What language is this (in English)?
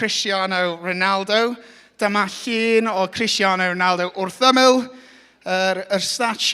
Welsh